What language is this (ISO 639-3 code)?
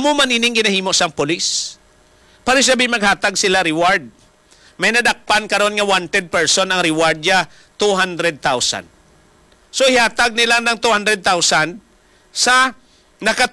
hil